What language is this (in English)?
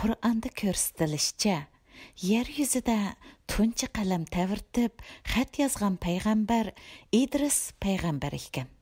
Uyghur